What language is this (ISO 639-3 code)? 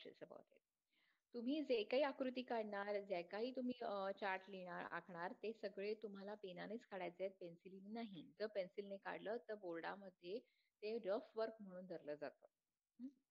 mar